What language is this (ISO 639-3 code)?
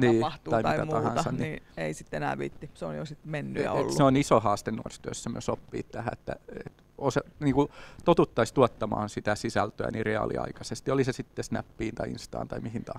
fin